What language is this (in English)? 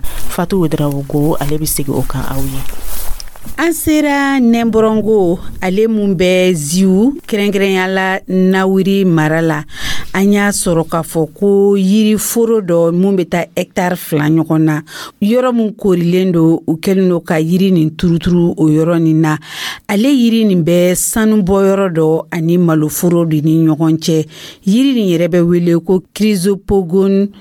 Dyula